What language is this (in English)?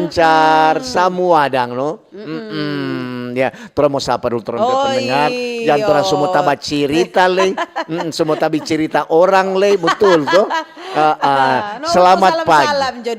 Manado Malay